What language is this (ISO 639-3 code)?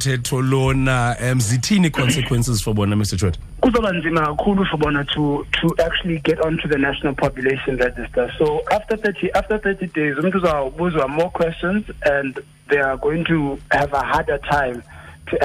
xho